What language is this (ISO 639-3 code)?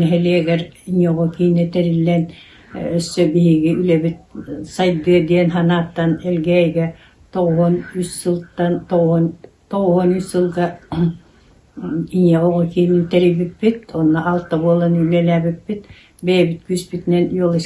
sah